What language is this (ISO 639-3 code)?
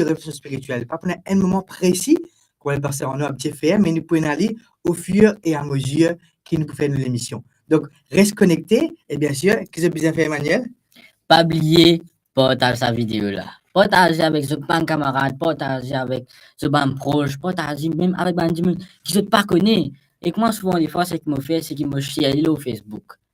mfe